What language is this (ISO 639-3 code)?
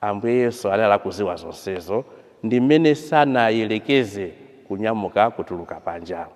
nya